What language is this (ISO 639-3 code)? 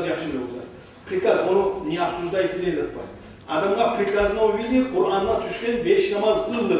kum